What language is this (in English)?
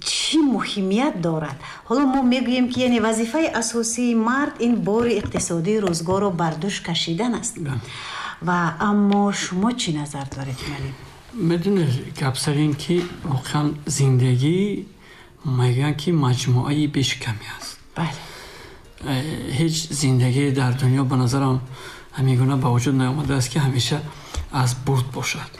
Tajik